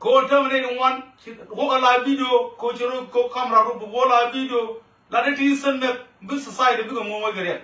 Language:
Nuer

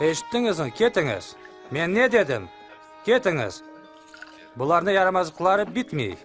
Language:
Crimean Tatar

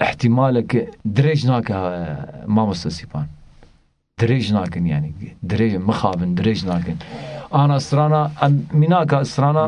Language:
Kurdish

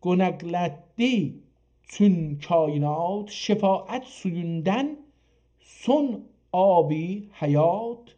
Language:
South Azerbaijani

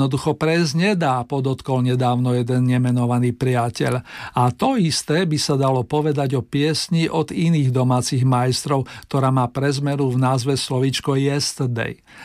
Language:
Slovak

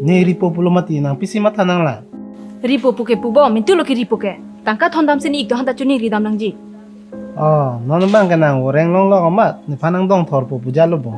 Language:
Karbi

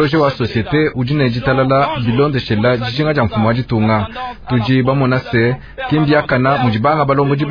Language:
Luba-Lulua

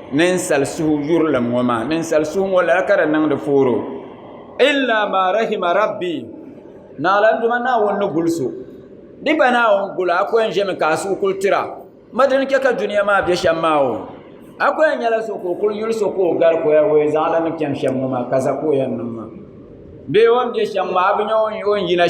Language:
Dagbani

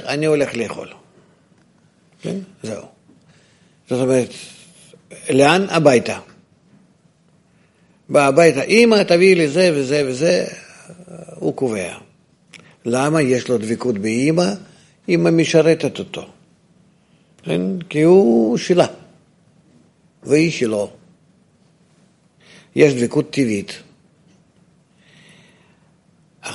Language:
Hebrew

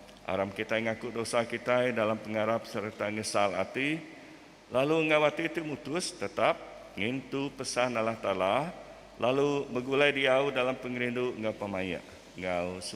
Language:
Iban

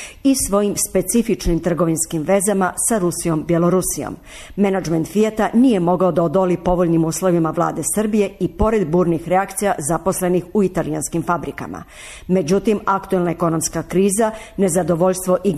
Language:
Serbian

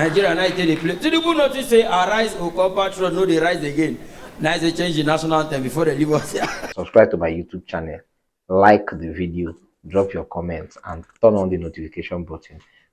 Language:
Nigerian Pidgin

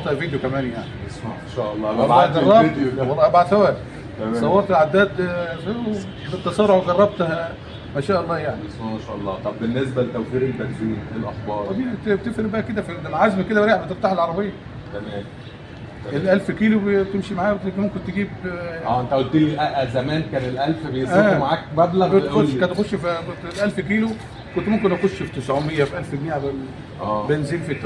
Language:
Egyptian Arabic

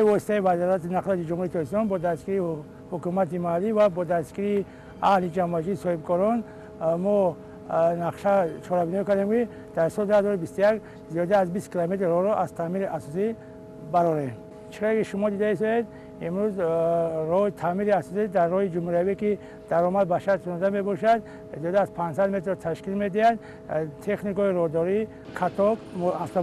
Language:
Tajik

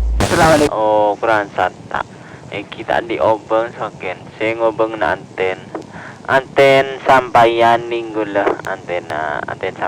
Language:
Madurese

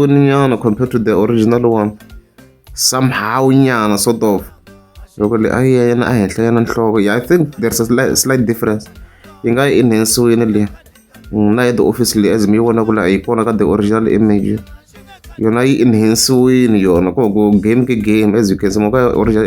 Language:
Tsonga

